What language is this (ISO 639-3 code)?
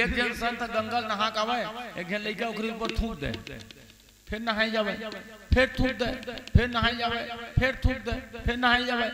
hne